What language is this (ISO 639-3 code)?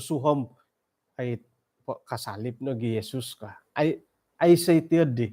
dtp